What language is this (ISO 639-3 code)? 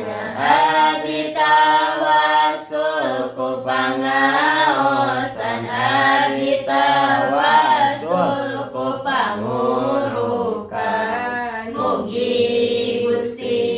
sun